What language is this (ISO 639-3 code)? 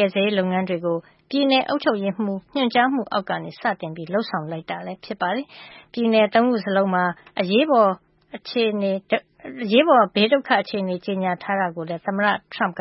mya